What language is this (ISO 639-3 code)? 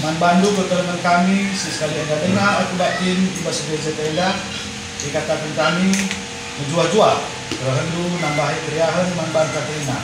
btx